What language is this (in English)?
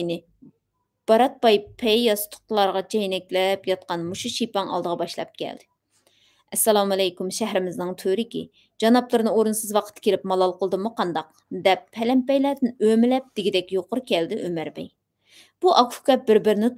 Uyghur